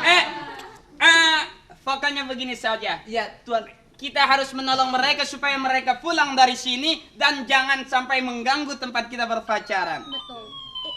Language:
Betawi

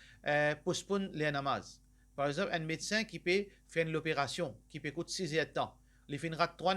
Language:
Morisyen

